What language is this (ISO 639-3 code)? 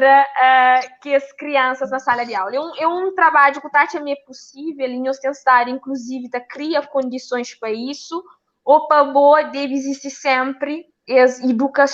kea